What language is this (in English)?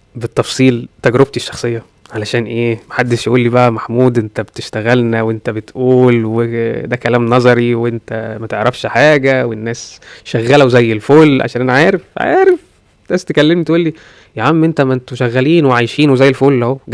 Egyptian Arabic